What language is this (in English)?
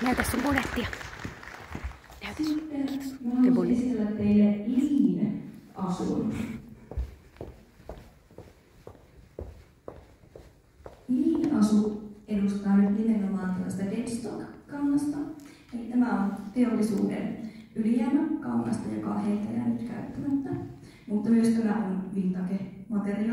Finnish